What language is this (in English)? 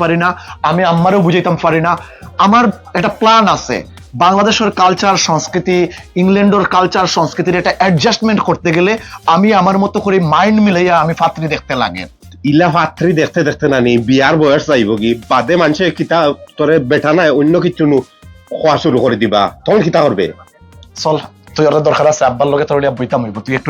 Sylheti